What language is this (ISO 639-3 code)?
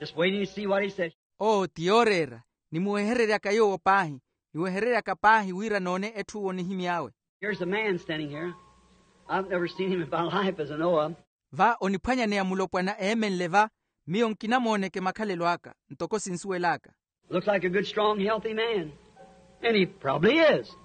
vmw